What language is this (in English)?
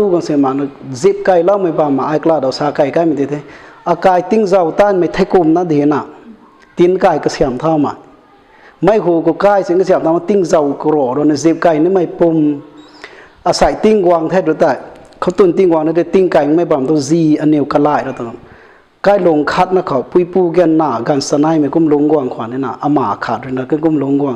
Rongmei Naga